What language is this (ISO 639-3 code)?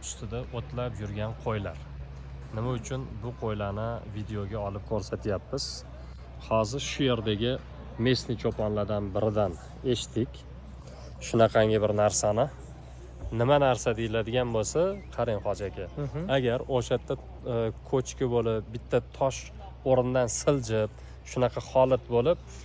uzb